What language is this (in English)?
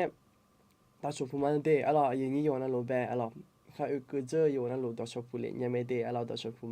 Akha